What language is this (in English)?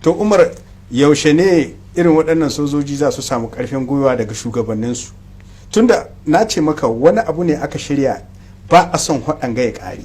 Hausa